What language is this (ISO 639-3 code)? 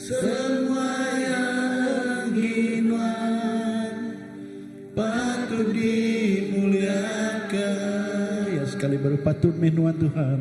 iba